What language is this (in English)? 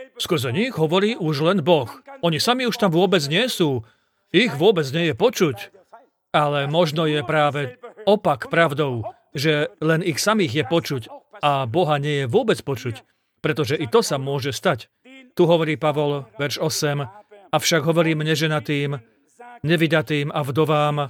Slovak